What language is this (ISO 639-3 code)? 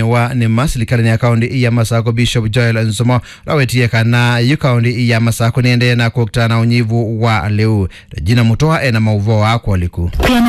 kam